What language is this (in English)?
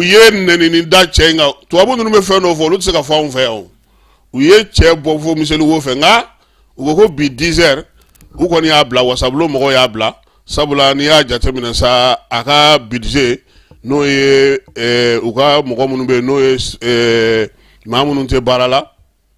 Bambara